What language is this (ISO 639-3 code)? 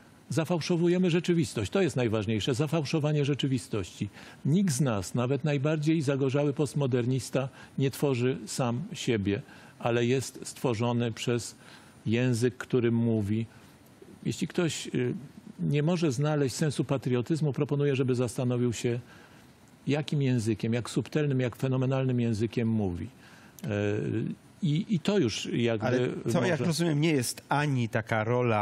pol